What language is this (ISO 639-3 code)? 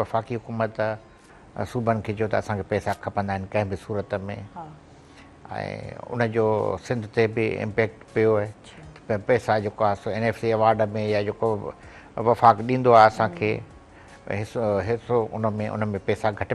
snd